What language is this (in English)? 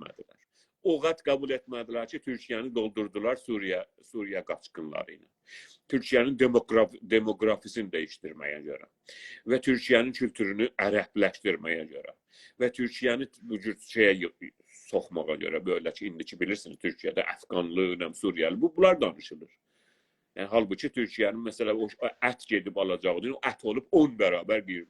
South Azerbaijani